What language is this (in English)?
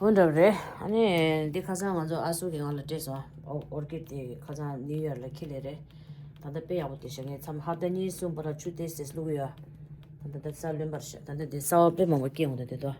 Tibetan